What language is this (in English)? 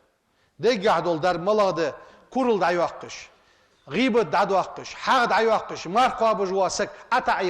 Ingush